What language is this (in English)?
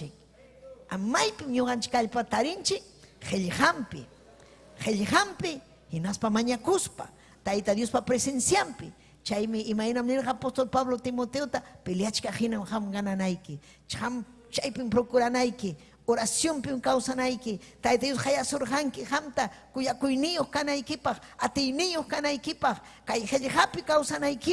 Ayacucho Quechua